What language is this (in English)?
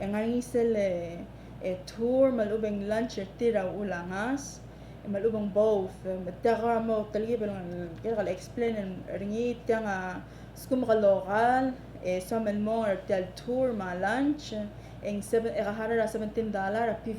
Palauan